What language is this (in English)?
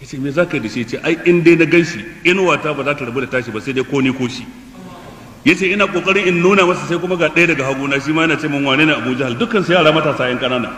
Hausa